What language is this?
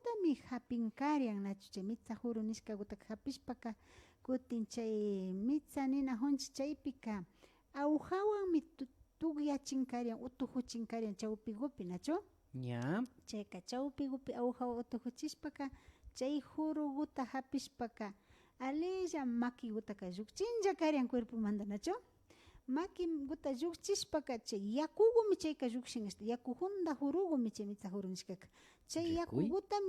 Imbabura Highland Quichua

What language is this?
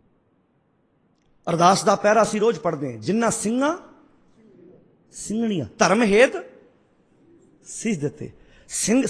Punjabi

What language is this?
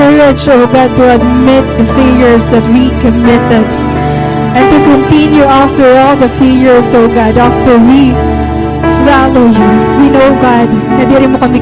Waray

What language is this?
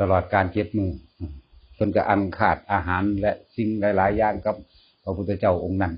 Northeastern Thai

